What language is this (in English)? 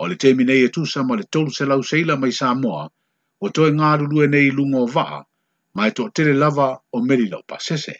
Samoan